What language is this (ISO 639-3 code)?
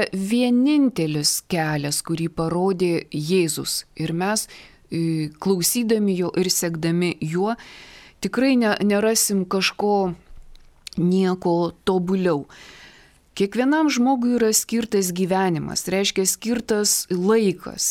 lit